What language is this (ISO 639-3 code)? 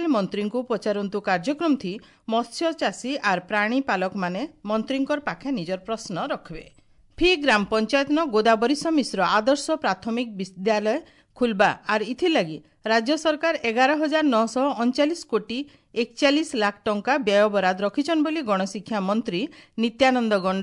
ori